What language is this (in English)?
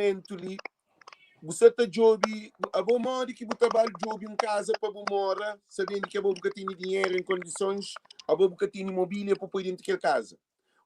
Kabuverdianu